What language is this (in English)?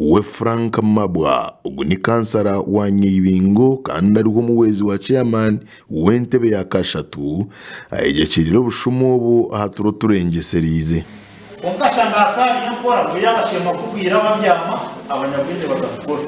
Nyankole